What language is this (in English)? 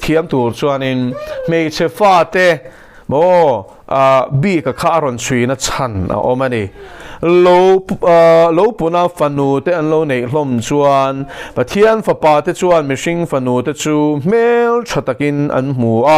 Mizo